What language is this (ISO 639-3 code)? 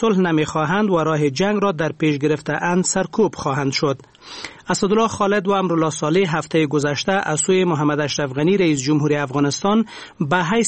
fas